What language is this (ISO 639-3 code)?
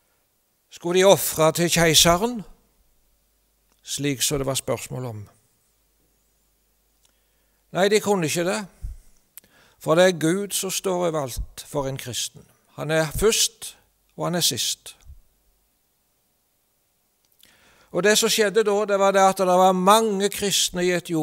nor